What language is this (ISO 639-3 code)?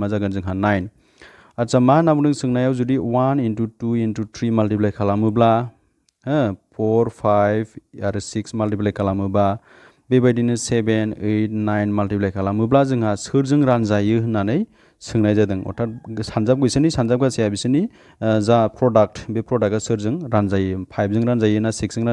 brx